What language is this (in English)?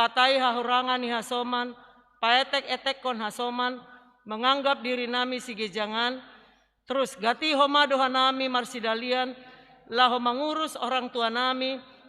Batak Simalungun